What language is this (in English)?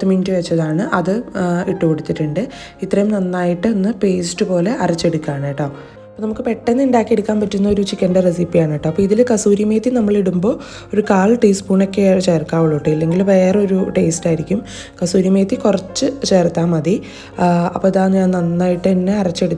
Malayalam